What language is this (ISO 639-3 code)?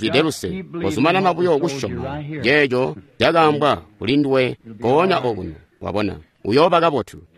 toi